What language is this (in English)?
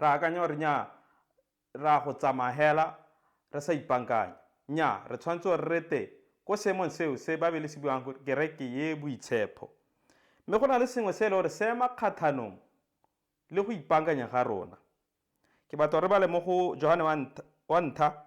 Tswana